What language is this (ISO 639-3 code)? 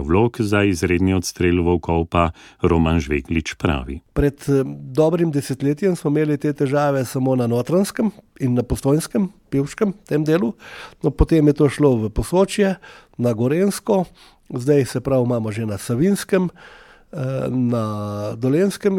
slv